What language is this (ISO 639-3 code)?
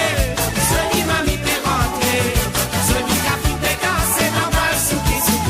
mfe